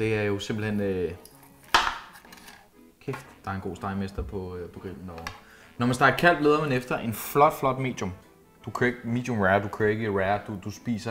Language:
Danish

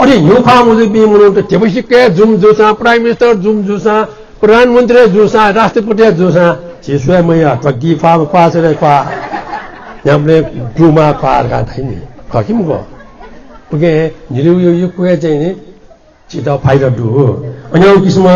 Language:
Newari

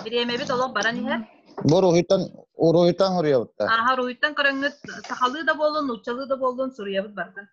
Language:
Yakut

